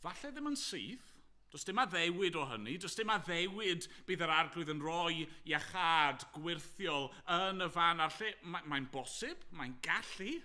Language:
Welsh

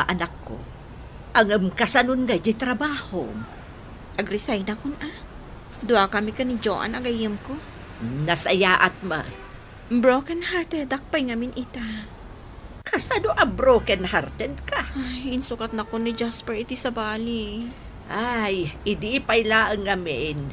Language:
Iloko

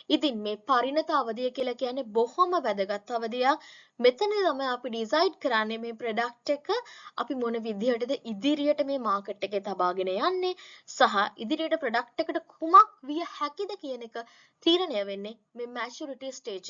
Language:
Sinhala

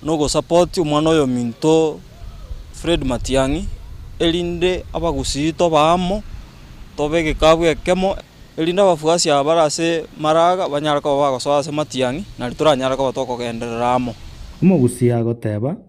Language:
Gusii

